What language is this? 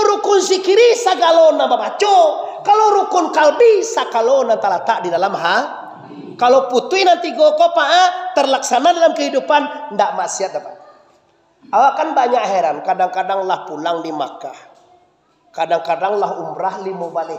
Minangkabau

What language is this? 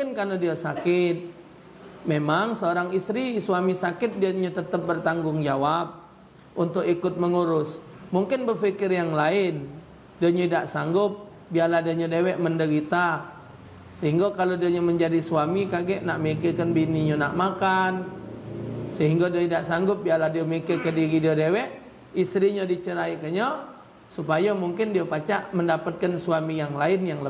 Musi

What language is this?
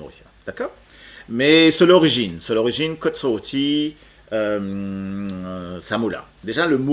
Morisyen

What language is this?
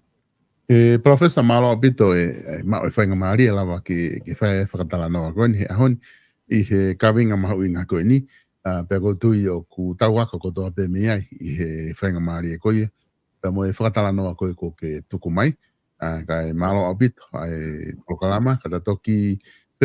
Tongan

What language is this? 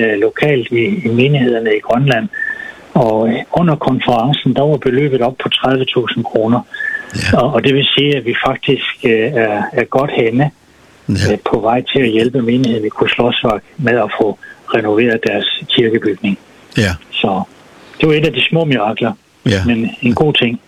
Danish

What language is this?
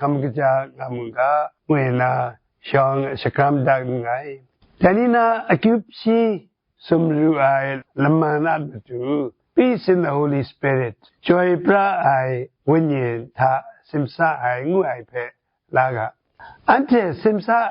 Kachin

